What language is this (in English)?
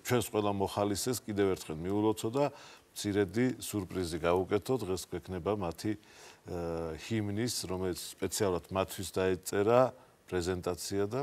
Georgian